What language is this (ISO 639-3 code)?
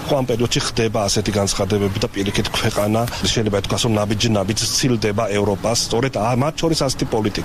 kat